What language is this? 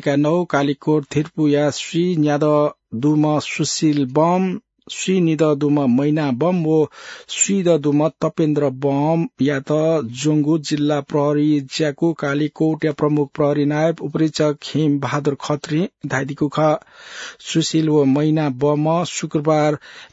Newari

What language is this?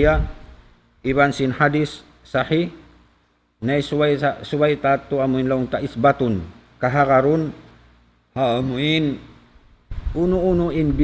Tausug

